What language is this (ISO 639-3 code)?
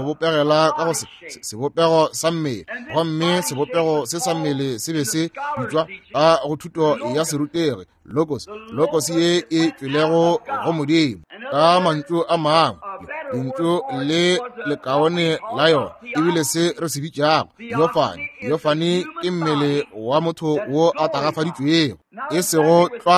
nso